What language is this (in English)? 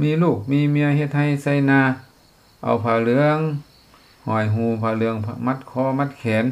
Lao